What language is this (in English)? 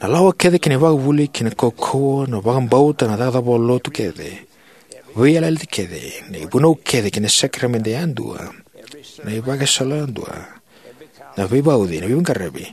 Fijian